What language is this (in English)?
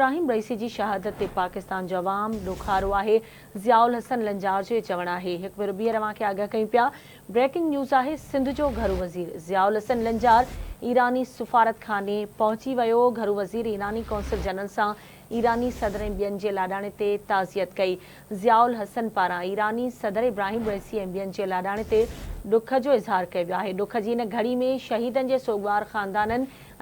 Sindhi